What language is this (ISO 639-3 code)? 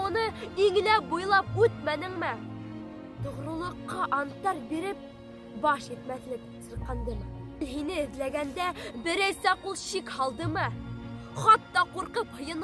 bak